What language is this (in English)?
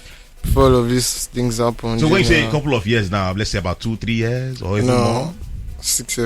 Nigerian Pidgin